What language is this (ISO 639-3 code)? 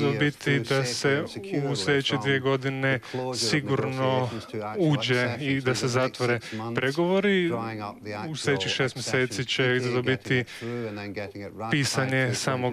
hrv